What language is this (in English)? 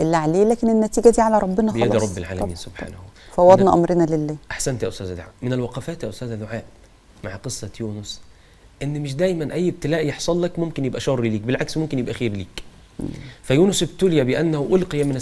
Egyptian Arabic